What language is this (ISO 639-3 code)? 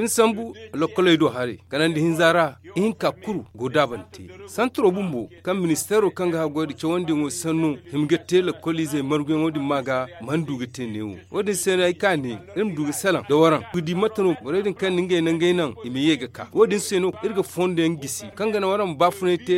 dje